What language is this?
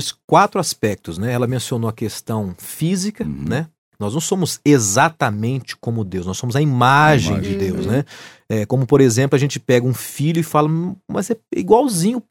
Portuguese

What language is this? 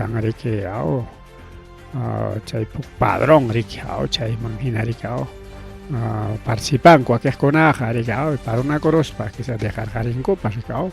Ayacucho Quechua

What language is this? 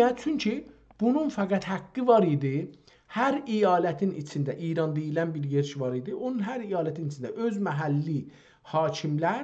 South Azerbaijani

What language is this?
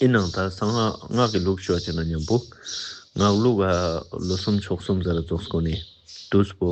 Ladakhi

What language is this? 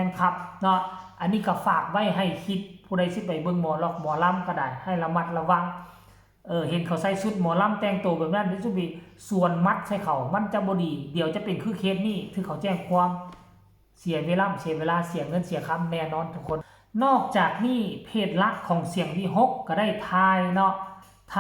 Northeastern Thai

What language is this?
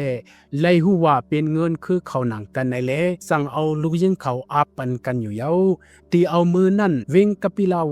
Shan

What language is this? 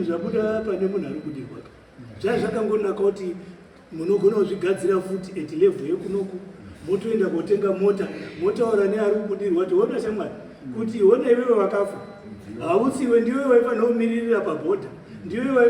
Shona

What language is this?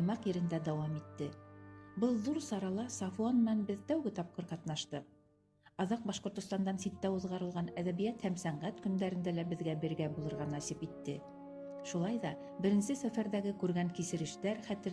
Bashkir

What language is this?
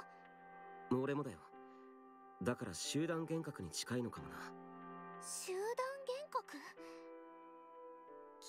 Japanese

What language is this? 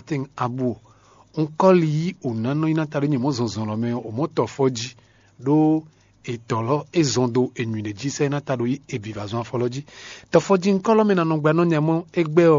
Fon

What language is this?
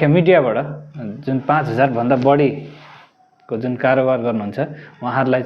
Nepali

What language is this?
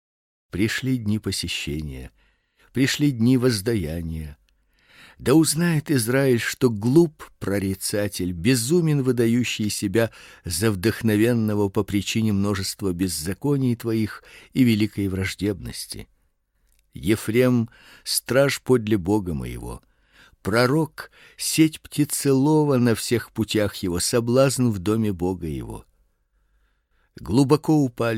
Russian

